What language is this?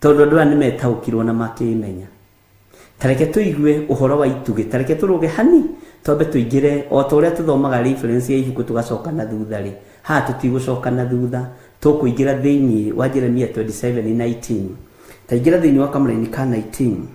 Kikuyu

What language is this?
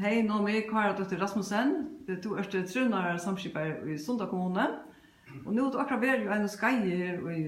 Faroese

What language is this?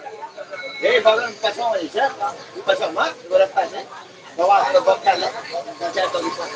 Maithili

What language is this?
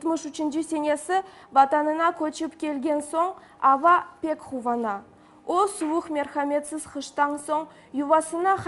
Crimean Tatar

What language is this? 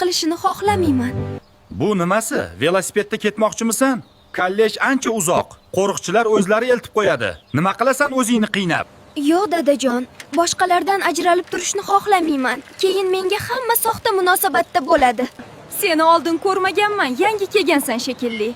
Uzbek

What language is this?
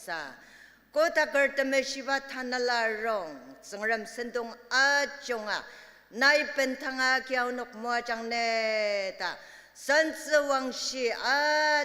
Ao Naga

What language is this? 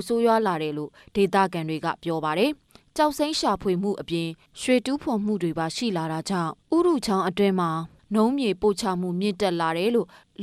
Burmese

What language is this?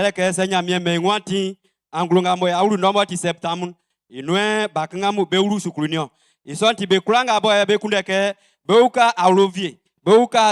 Baoulé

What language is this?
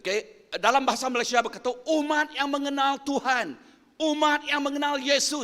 Iban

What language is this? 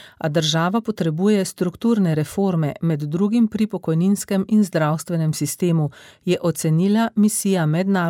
Slovenian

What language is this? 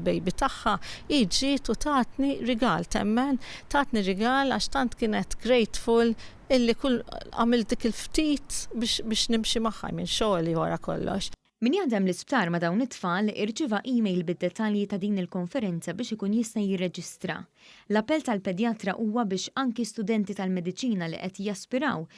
Maltese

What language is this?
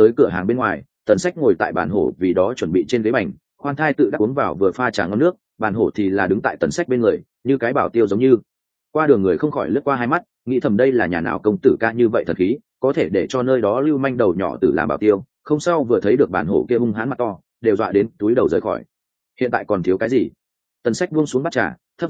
Vietnamese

